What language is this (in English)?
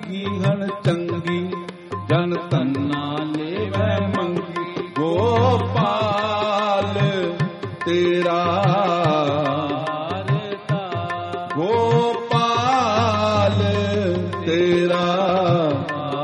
Punjabi